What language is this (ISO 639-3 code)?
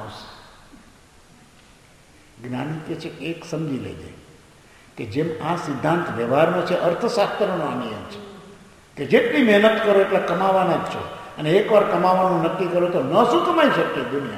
guj